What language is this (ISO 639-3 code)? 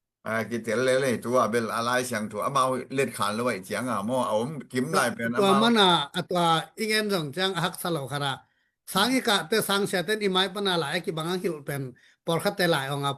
ctd